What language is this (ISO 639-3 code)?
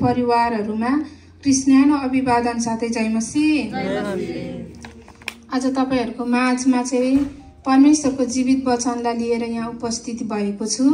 nep